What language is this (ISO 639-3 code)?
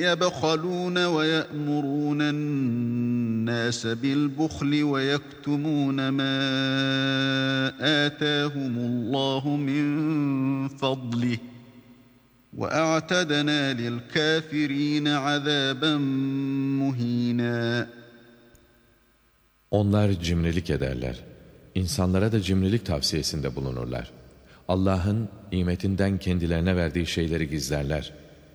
tur